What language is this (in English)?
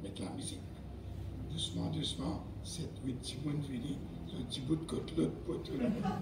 Morisyen